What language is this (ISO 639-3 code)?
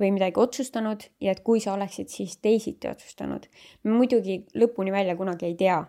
est